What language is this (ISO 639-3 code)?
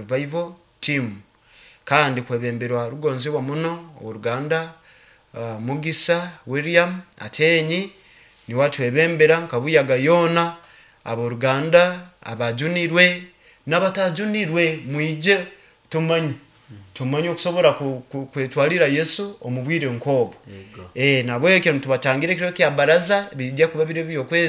nyo